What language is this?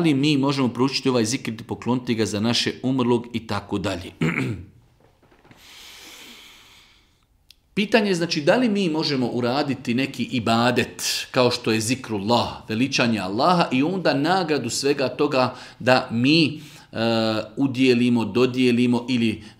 Bosnian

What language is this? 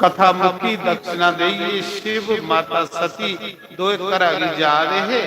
Dogri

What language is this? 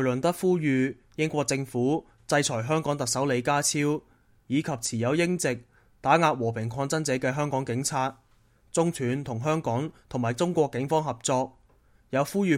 Cantonese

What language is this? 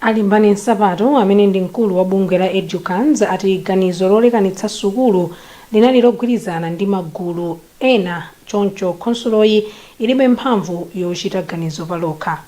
Nyanja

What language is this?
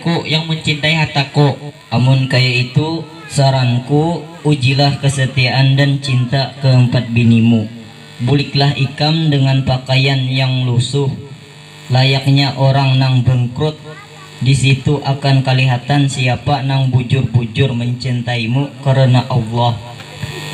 Banjar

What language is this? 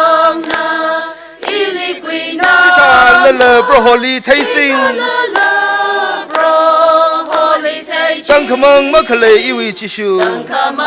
Tangkhul Naga (India)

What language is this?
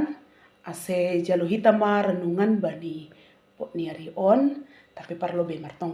Batak Simalungun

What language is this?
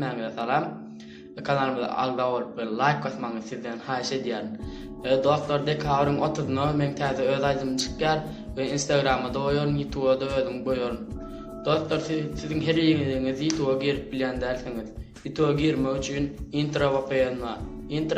Turkmen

